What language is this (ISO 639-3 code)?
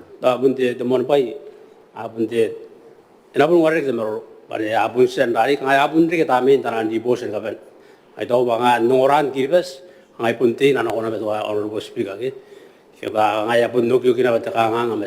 gil